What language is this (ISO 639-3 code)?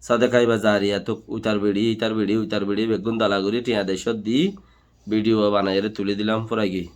rhg